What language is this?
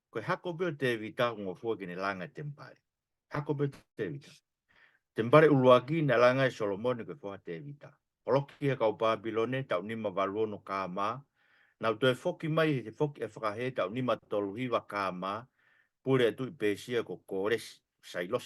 Tongan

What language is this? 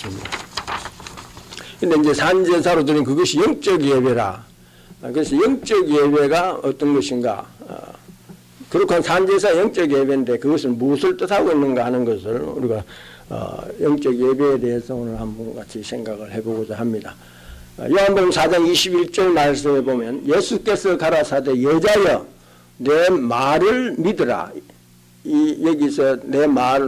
Korean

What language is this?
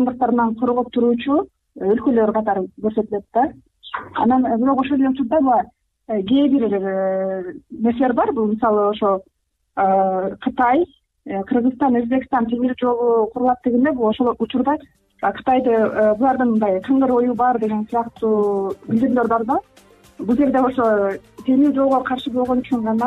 Kyrgyz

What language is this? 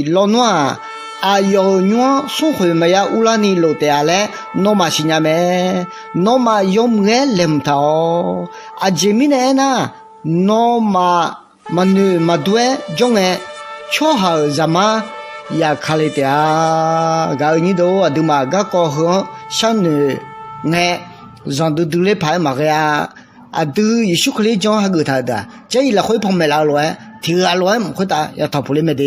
Akha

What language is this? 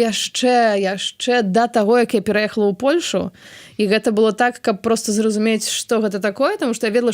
Belarusian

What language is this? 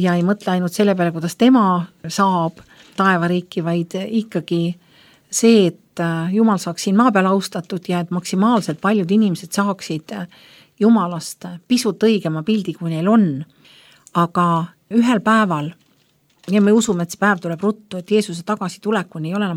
Estonian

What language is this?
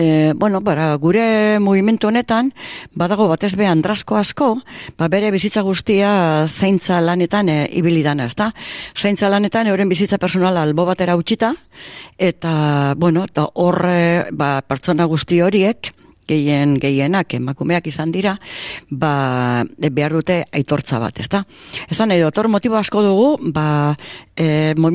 Basque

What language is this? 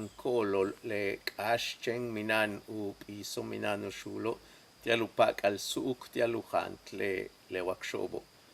Yucateco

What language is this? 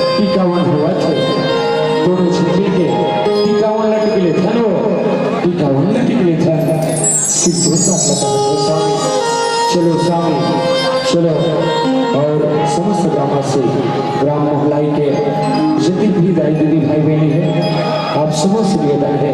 Chhattisgarhi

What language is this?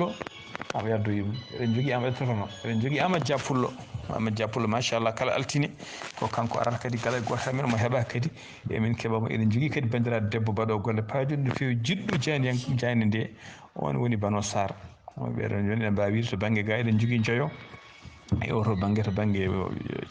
Fula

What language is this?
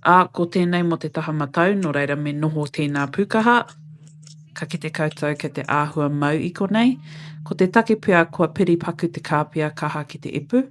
Māori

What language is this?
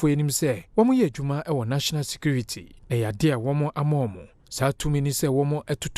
Akan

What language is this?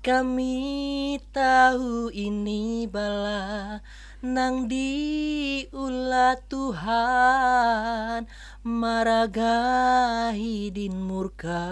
Banjar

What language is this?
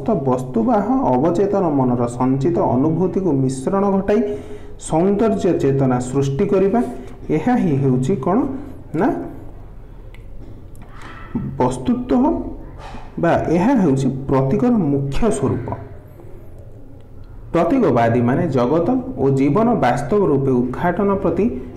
Odia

